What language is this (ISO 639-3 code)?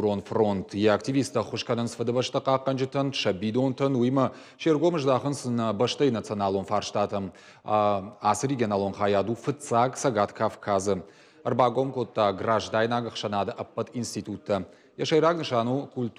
oss